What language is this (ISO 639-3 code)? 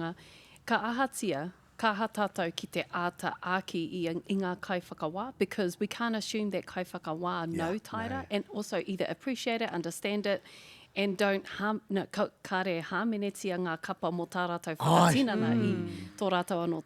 mri